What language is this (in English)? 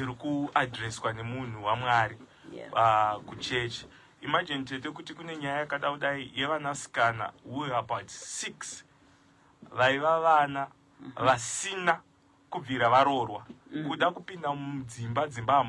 Shona